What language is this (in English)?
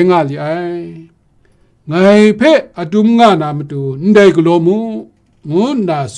Kachin